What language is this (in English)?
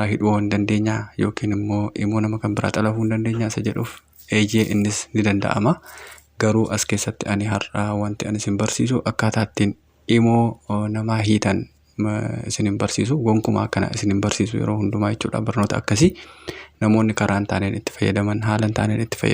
Oromo